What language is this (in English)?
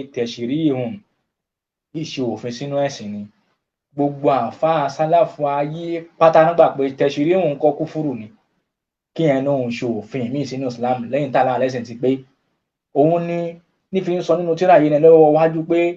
Yoruba